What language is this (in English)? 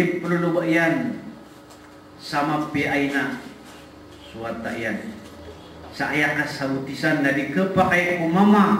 Maranao